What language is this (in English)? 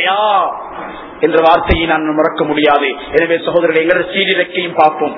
Tamil